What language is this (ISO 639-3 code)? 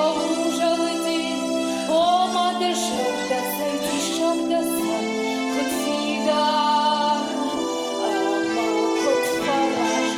oss